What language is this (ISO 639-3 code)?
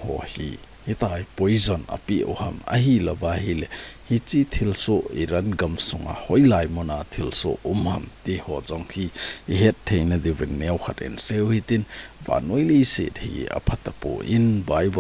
tcz